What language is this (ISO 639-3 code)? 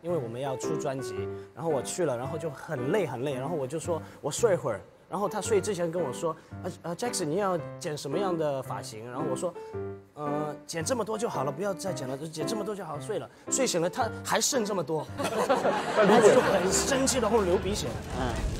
zho